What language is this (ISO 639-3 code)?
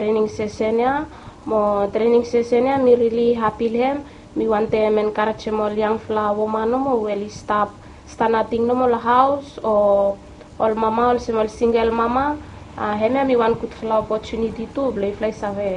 bis